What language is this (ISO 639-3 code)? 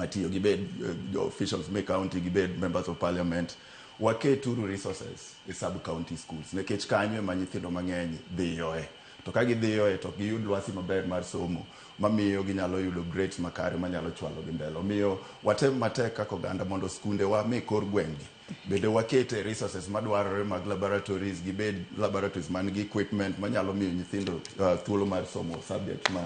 luo